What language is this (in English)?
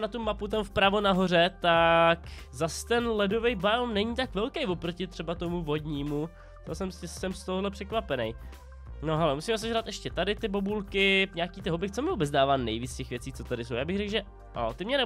Czech